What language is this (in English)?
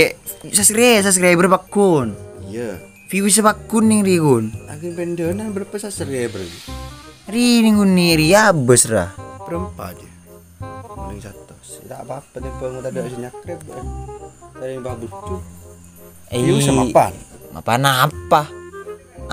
Madurese